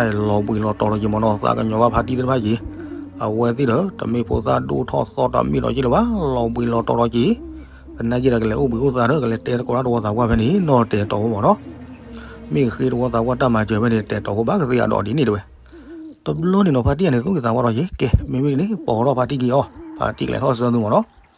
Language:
S'gaw Karen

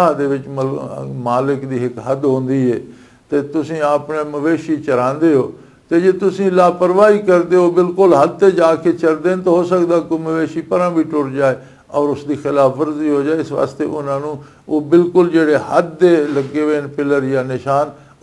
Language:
Western Panjabi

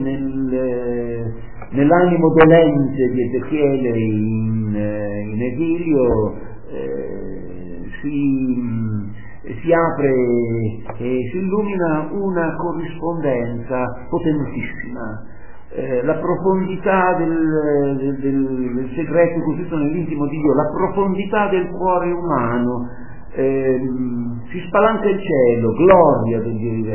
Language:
Italian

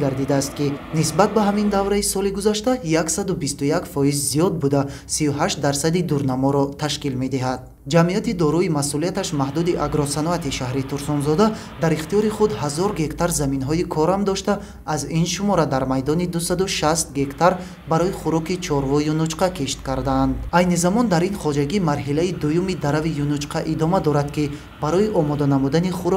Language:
Tajik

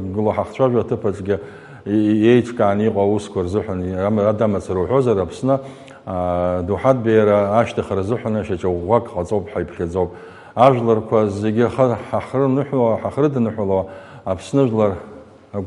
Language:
Abkhazian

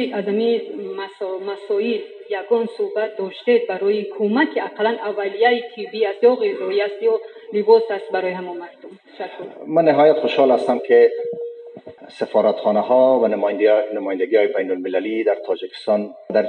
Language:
Persian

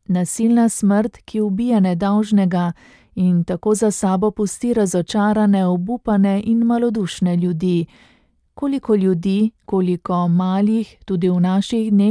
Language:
Slovenian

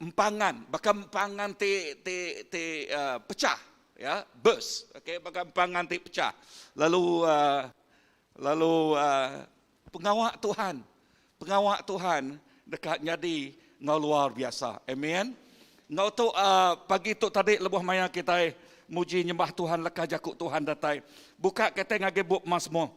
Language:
Iban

